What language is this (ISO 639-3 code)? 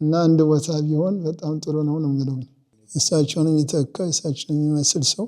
amh